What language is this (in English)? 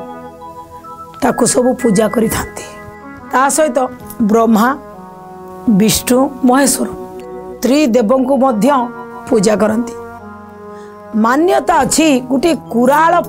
Odia